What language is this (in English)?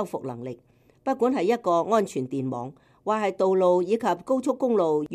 Cantonese